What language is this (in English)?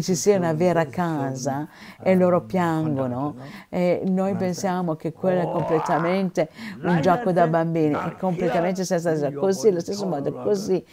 Italian